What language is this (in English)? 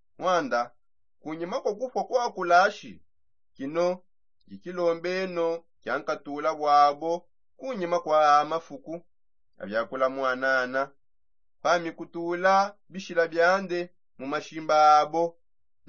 Songe